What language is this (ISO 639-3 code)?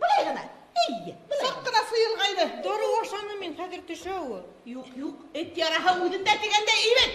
bak